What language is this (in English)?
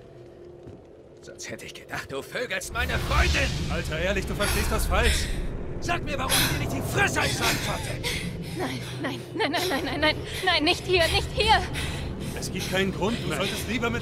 German